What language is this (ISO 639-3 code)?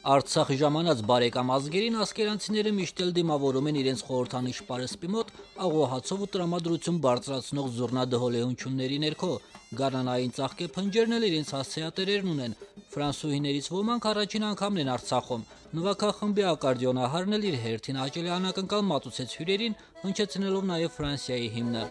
hye